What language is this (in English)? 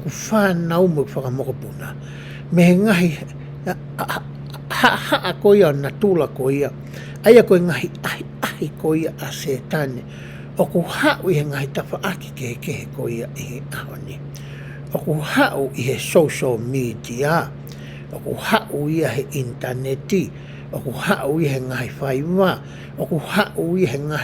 Tongan